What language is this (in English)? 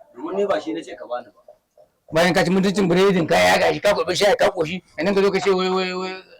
Hausa